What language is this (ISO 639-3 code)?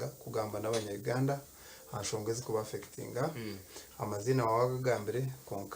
nyn